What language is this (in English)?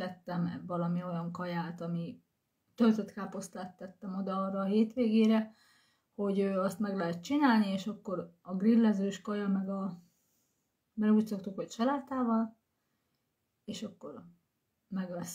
Hungarian